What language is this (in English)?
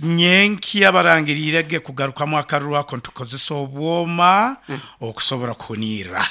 Nyankole